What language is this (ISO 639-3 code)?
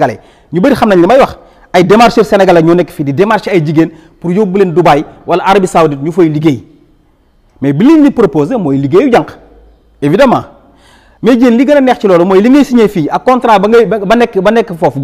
wol